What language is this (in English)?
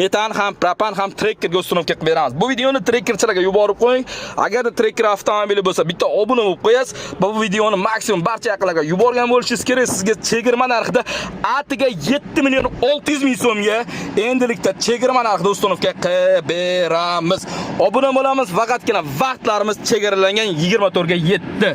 Uzbek